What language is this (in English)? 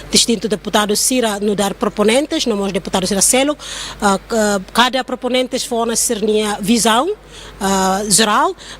Tetum